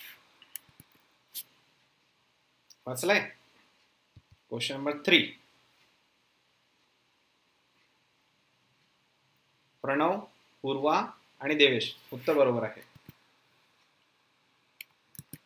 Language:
Marathi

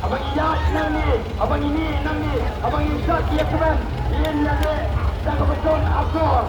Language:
Khasi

